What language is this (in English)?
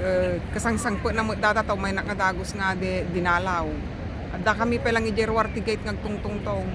Iloko